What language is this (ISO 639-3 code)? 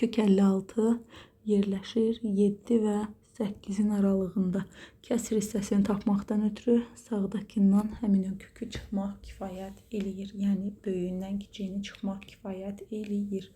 aze